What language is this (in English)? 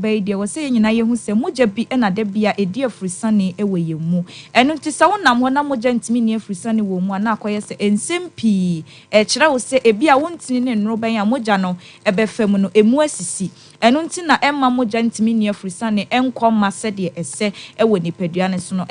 Akan